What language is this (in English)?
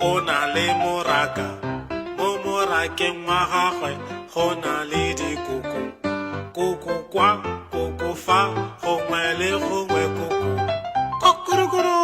Tswana